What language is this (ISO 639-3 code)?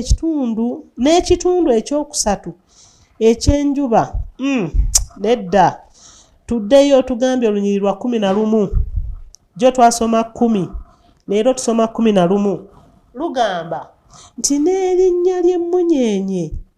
lug